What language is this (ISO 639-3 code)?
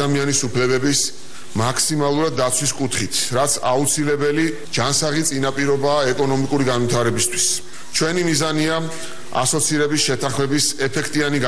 kat